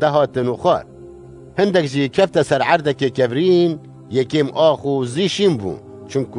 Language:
Kurdish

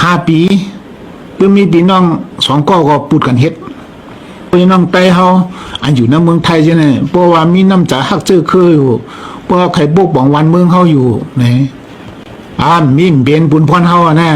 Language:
Shan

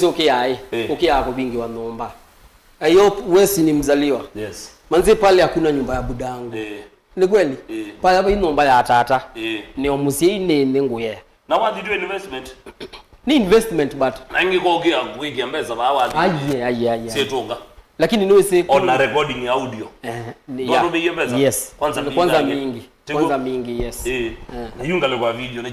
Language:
Kamba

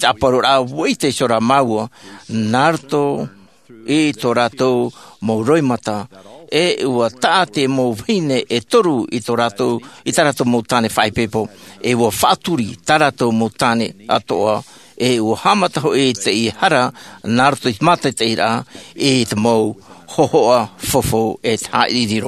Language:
Tahitian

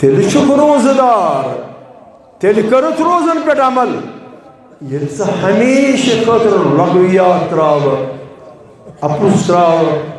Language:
Kashmiri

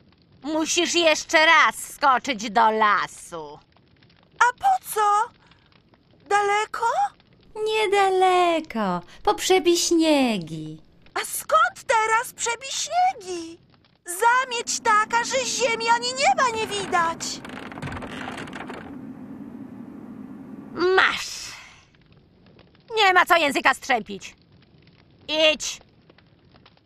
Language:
Polish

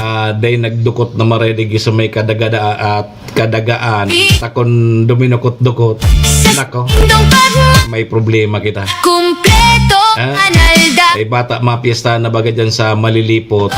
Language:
Bikol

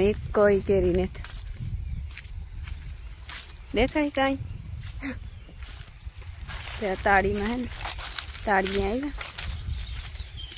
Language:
Gujarati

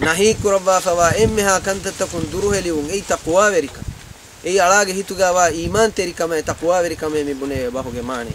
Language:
Divehi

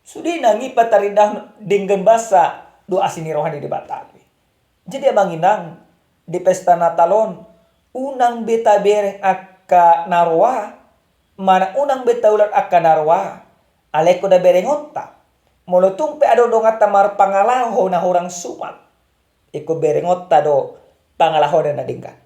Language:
Batak Toba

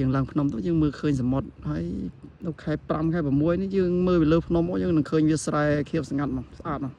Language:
Khmer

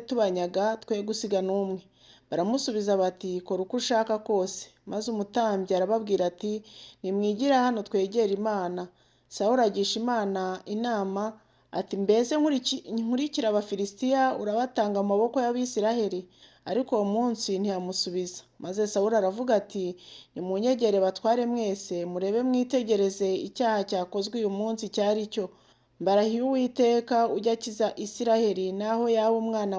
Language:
Kinyarwanda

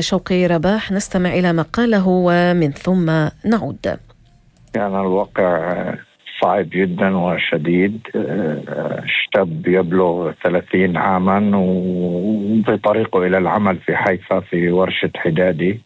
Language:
North Levantine Arabic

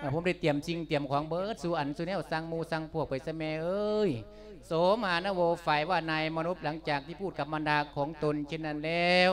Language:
Lao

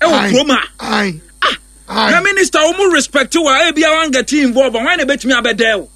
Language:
Akan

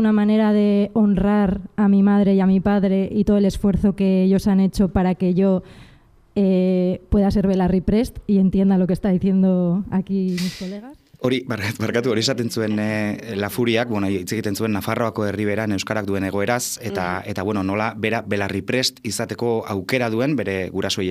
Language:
Basque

